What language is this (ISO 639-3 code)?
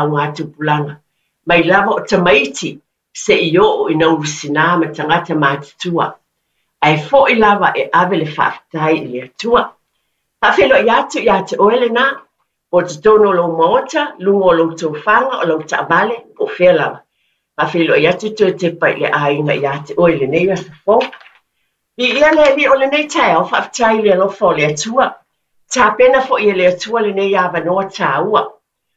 smo